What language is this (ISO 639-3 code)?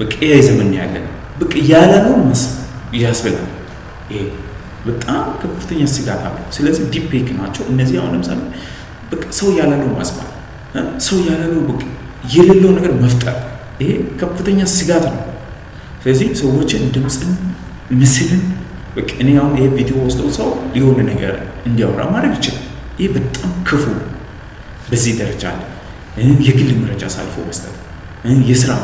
amh